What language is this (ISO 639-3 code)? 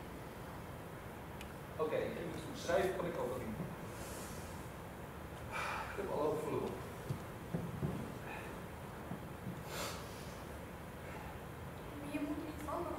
nld